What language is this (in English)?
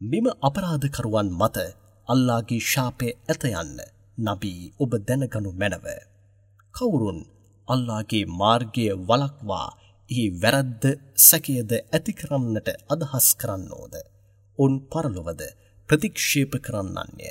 Sinhala